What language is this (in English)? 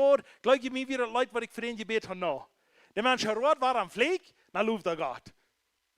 Plautdietsch